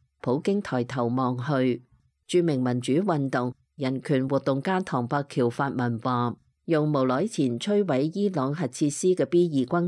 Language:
Cantonese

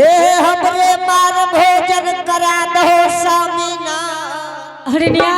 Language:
Angika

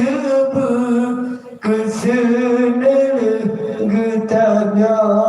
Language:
Achinese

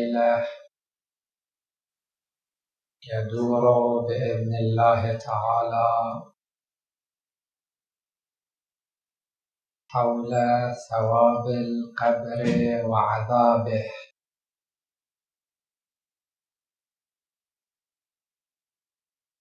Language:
Arabic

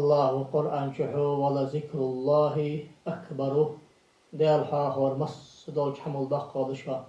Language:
Ingush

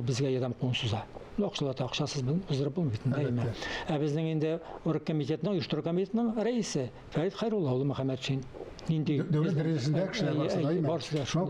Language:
Tatar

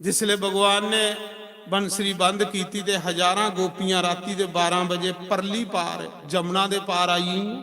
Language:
Dogri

